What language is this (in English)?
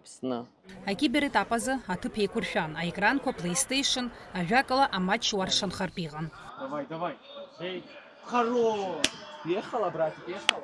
Abkhazian